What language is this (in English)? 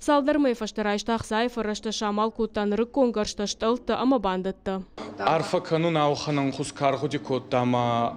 Ossetic